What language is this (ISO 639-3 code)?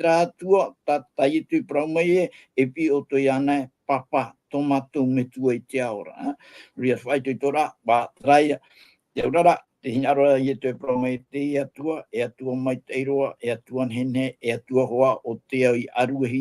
tah